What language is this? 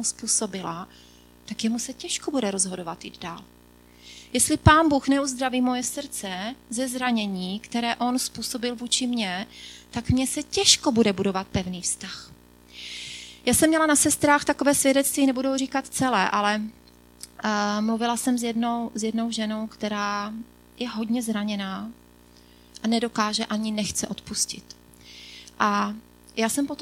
Czech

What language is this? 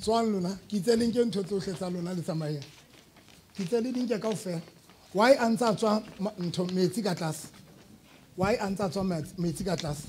Southern Sotho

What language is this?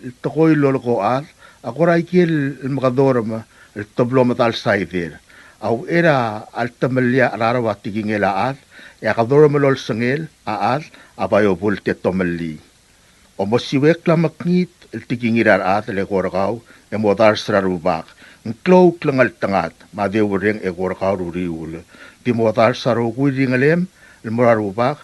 Palauan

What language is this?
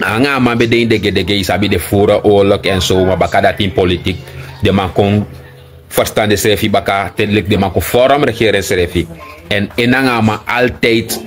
Sranan Tongo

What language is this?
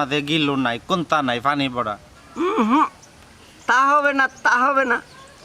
Sylheti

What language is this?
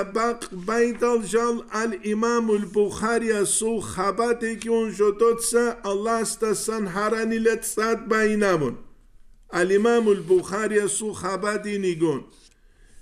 Avaric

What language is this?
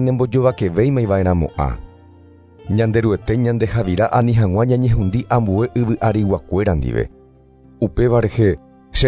Guarani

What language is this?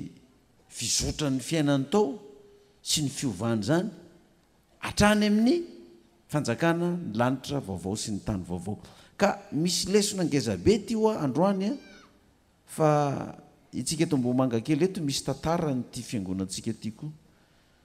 Malagasy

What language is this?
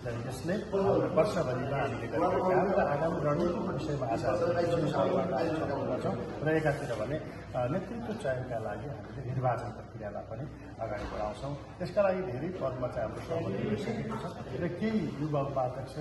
Nepali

